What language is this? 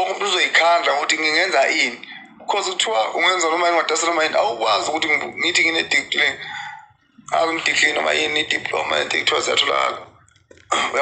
Zulu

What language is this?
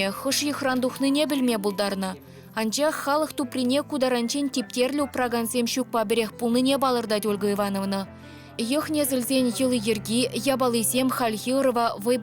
Chuvash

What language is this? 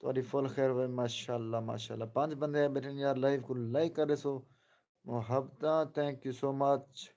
Saraiki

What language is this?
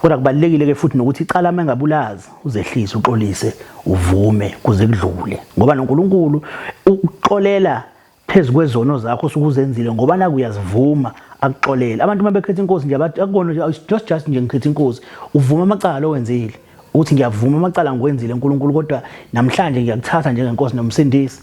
Zulu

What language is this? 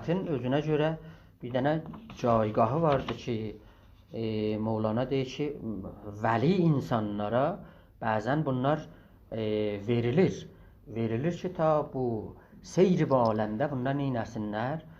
South Azerbaijani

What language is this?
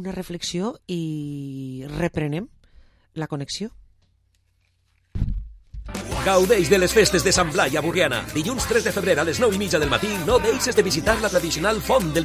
Catalan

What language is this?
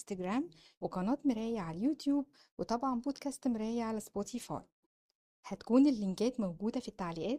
Egyptian Arabic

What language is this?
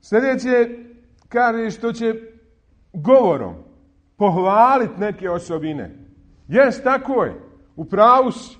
Bosnian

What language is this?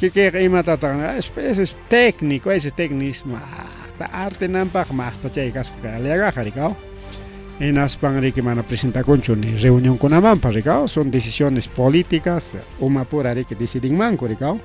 Ayacucho Quechua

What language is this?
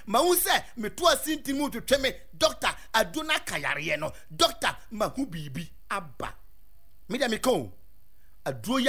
Akan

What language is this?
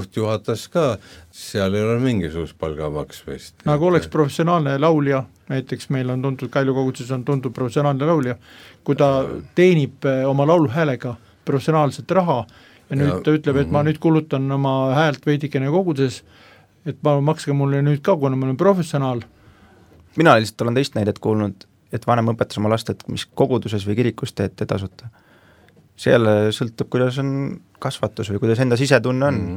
Estonian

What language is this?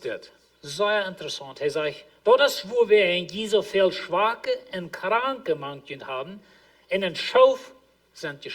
Plautdietsch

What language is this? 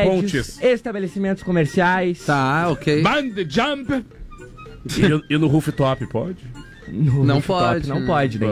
Portuguese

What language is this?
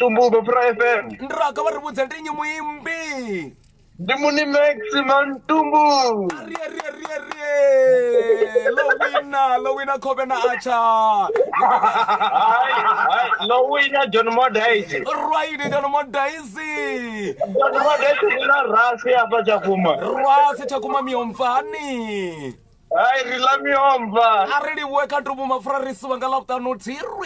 Venda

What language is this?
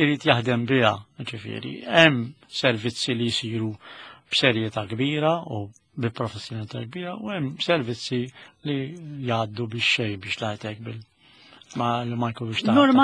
Maltese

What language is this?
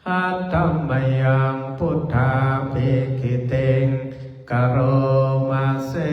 Pali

